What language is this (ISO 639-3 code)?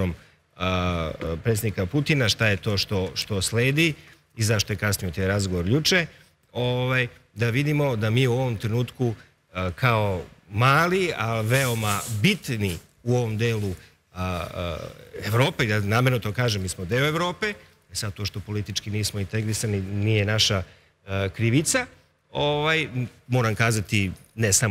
srp